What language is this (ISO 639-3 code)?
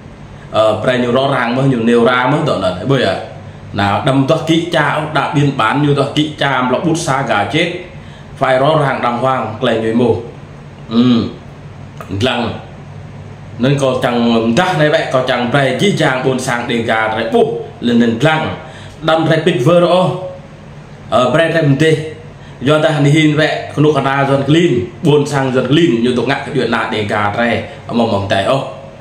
vie